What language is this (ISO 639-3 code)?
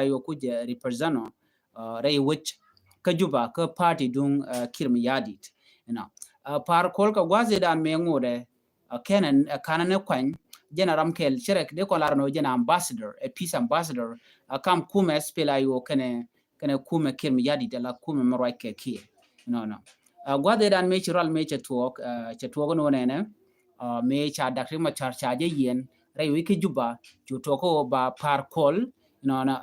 nus